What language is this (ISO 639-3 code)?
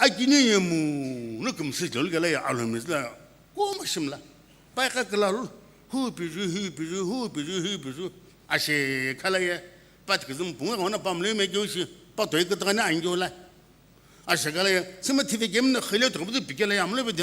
nsm